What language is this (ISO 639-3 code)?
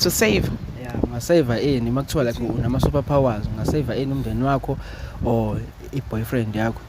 zul